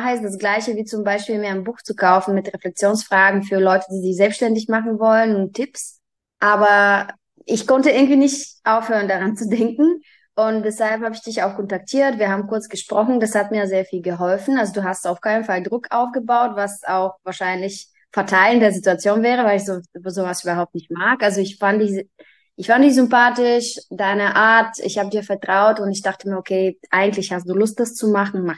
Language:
German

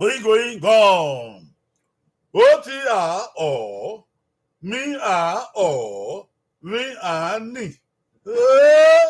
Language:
Bini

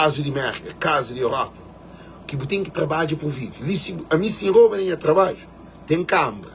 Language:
Kabuverdianu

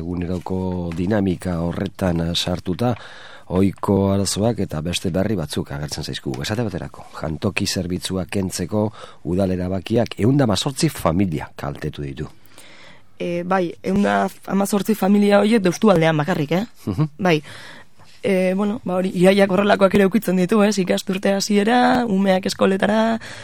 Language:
Basque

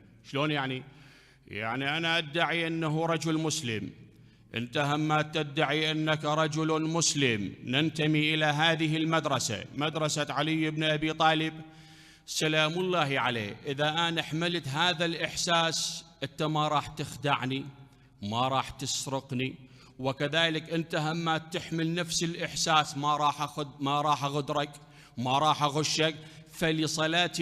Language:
Mesopotamian Arabic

